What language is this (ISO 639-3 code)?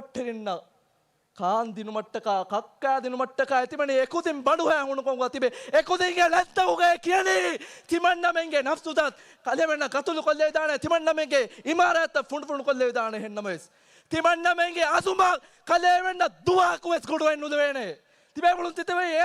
div